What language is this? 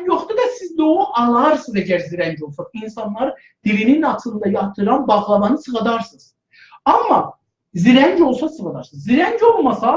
South Azerbaijani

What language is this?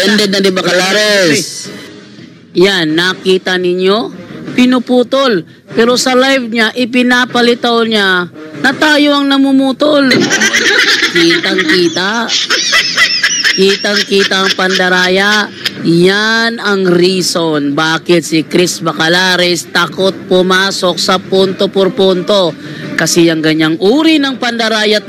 Filipino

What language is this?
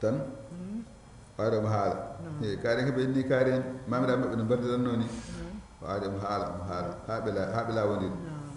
Fula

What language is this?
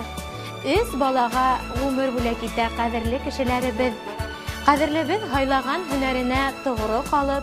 Bashkir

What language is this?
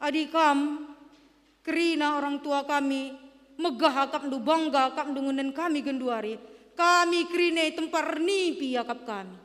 Batak Karo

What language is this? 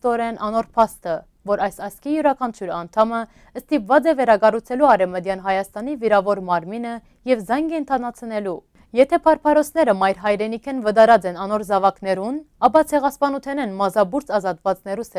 Western Armenian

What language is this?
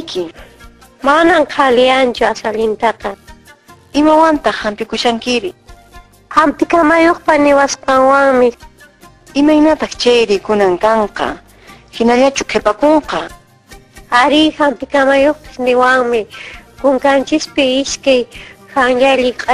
Quechua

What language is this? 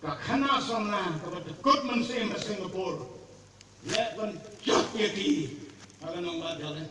Khasi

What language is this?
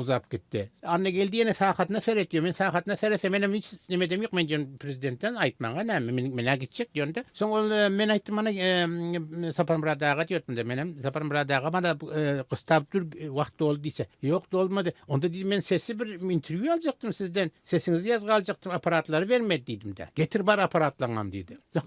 Turkmen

